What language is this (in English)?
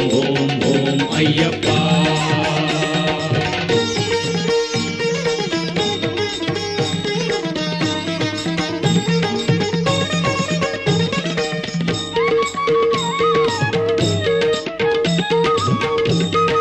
Tamil